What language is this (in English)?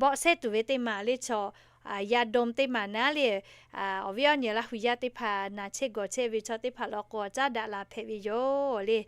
Lahu